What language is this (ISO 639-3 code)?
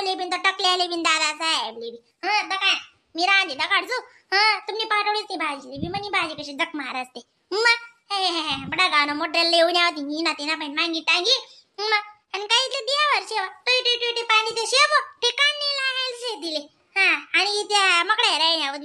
khn